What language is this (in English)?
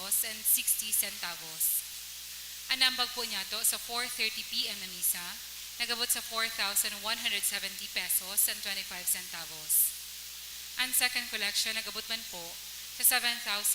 Bikol